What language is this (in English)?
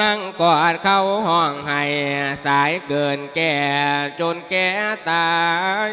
Lao